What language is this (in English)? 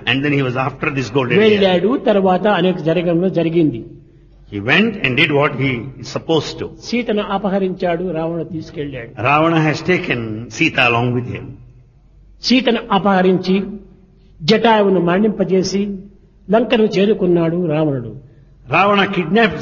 Telugu